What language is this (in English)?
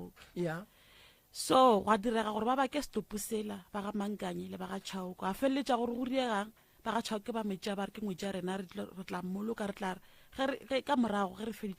Northern Sotho